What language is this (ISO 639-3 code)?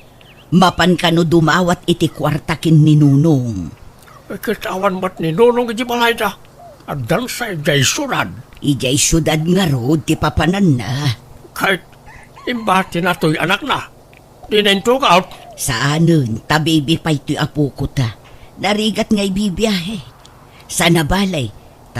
ilo